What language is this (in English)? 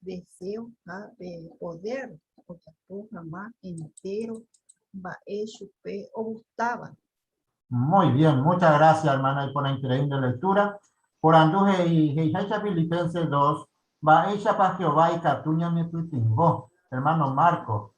Guarani